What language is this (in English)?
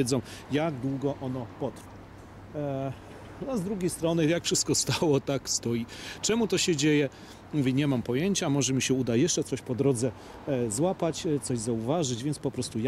Polish